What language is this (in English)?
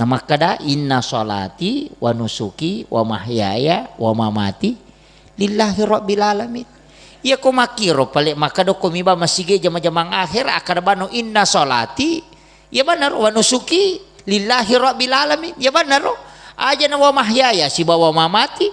Buginese